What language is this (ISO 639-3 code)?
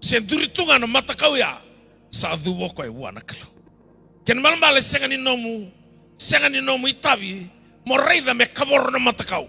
fij